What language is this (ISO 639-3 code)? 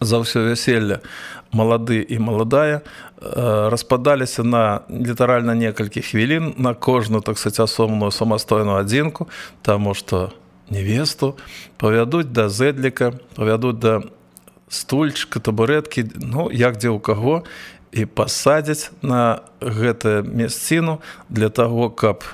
bel